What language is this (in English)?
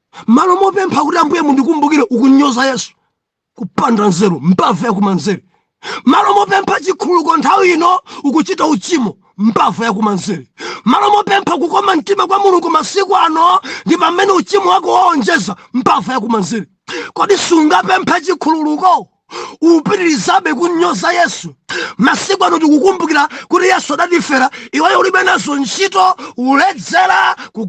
Nyanja